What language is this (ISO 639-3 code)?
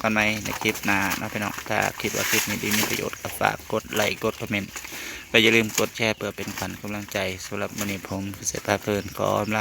tts